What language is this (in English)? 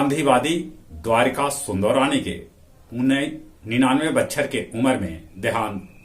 Magahi